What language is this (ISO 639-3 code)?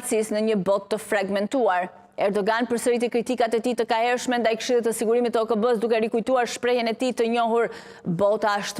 sqi